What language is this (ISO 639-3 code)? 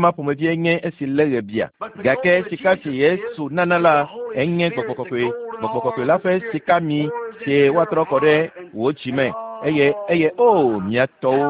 ewe